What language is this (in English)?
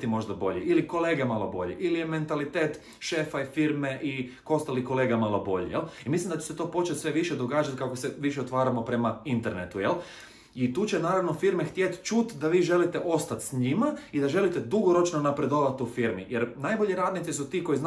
Croatian